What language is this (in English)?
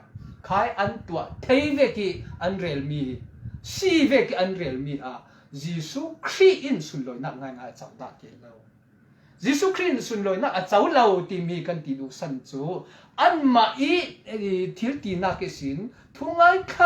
Falam Chin